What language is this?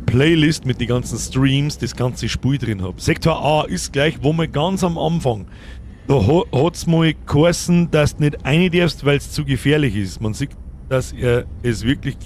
Bavarian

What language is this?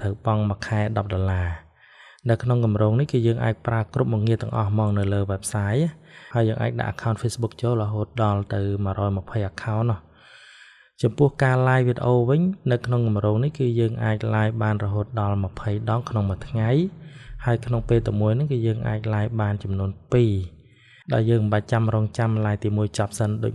Khmer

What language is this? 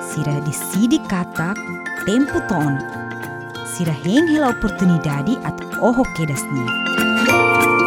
Tetum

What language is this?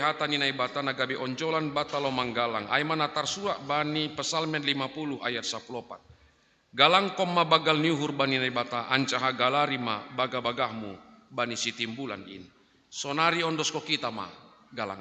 Batak Simalungun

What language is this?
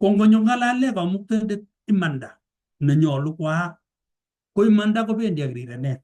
Kalenjin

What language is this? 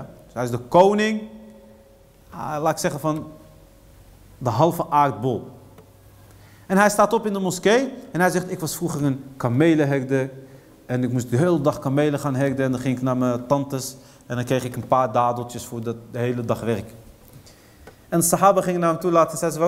Dutch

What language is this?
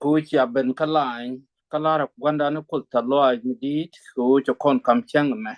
Nuer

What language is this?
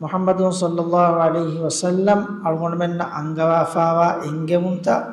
Divehi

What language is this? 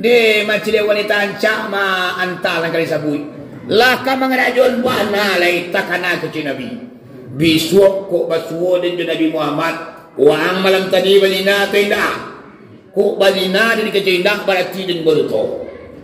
Minangkabau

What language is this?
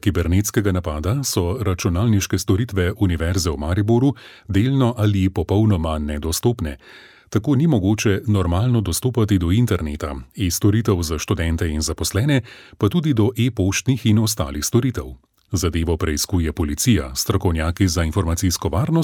Slovenian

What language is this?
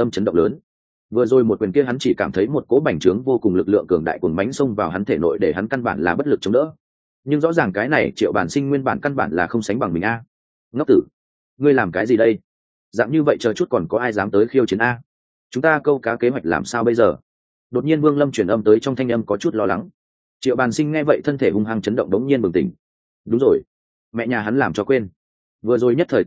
Vietnamese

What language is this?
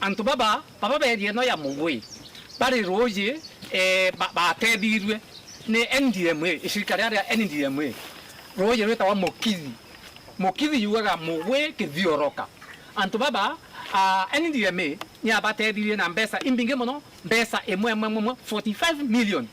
Meru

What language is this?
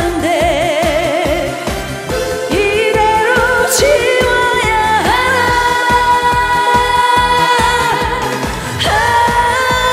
Korean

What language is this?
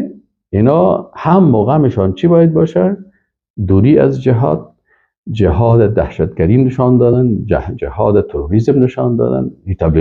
Persian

